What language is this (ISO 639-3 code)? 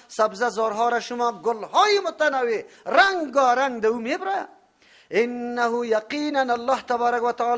fas